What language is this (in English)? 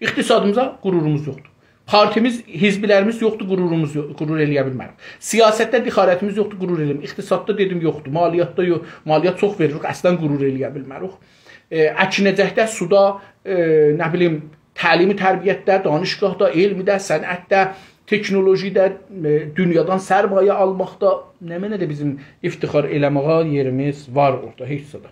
South Azerbaijani